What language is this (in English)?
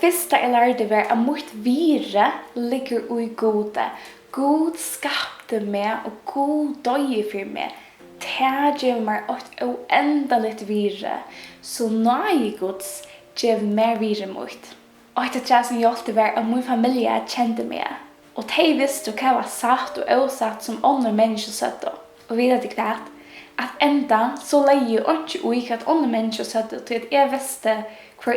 Faroese